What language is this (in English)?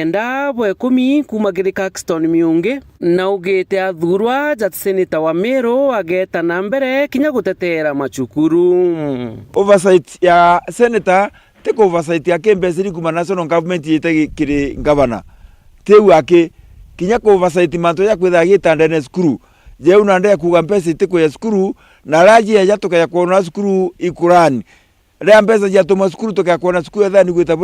Meru